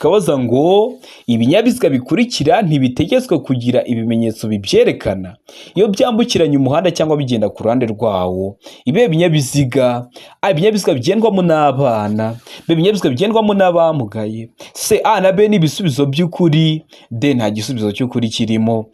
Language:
Kinyarwanda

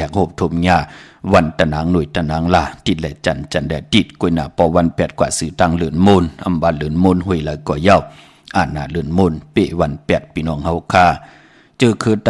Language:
Shan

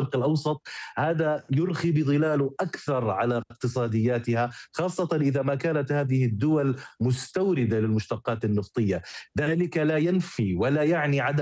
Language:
Arabic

